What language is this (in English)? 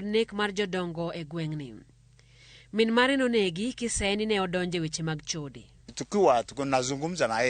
Luo (Kenya and Tanzania)